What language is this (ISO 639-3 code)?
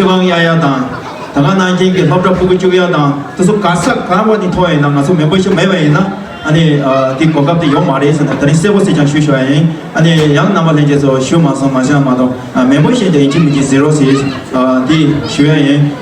bod